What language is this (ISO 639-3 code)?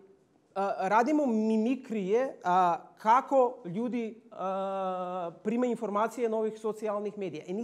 srp